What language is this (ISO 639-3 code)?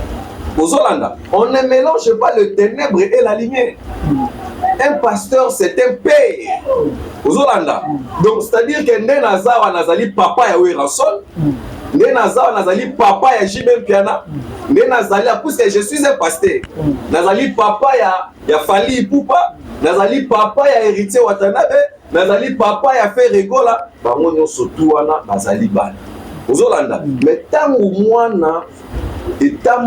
lin